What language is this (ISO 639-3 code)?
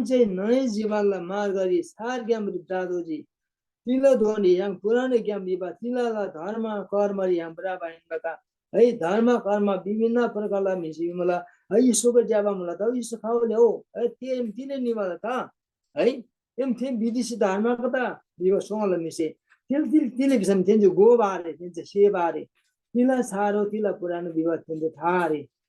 taj